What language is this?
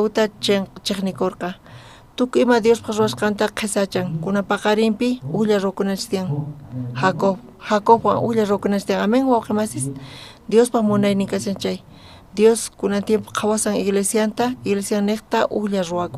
South Bolivian Quechua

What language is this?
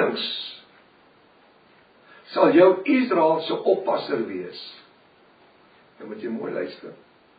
Afrikaans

